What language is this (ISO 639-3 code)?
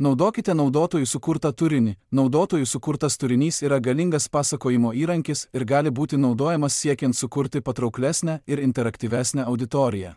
lit